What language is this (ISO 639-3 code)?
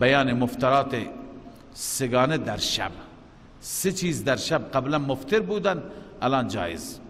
fas